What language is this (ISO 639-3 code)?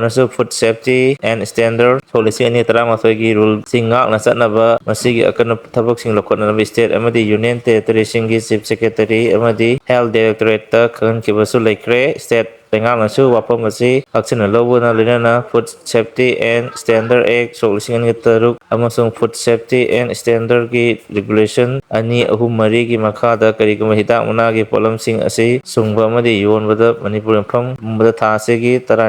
mni